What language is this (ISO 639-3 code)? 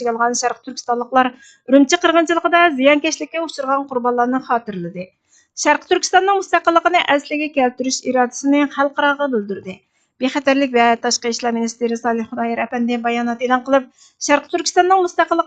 uig